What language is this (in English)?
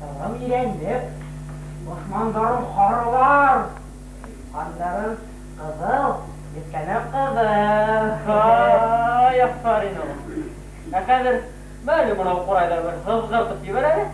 Bashkir